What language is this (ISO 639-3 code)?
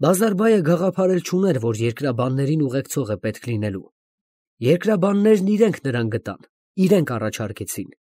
hye